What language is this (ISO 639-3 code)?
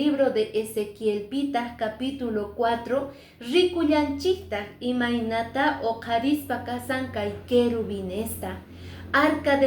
que